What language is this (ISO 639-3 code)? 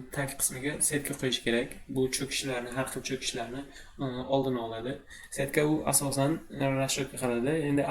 uzb